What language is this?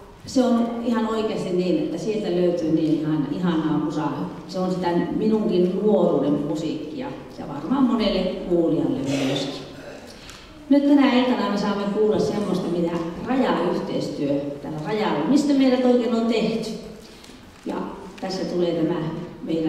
Finnish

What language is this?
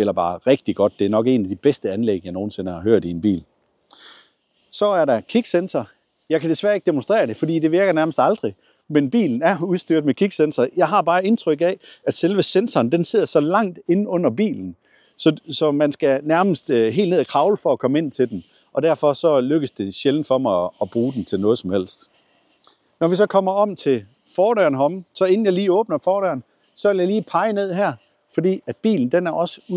Danish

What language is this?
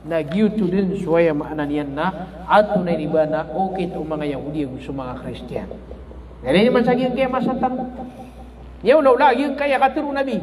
Maranao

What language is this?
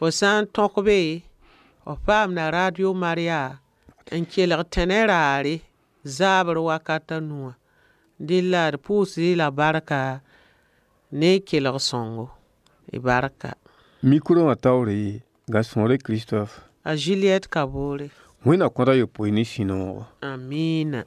Mossi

